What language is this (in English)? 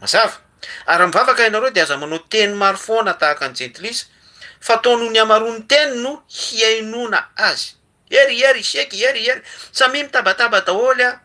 Malagasy